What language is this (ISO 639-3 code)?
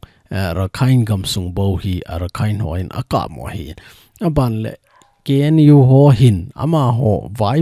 tcz